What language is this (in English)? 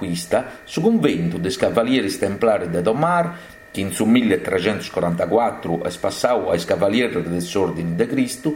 Sardinian